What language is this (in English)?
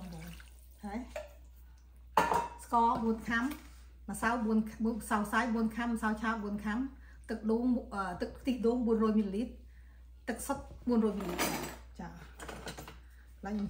Khmer